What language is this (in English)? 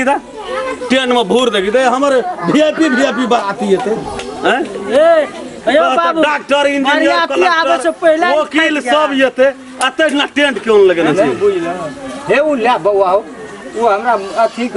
Maithili